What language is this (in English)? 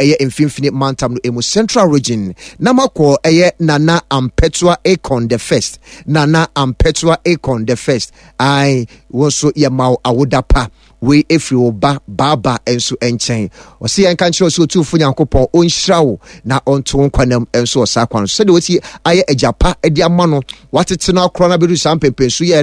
Akan